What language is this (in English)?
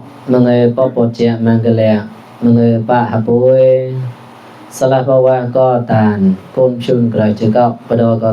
Mon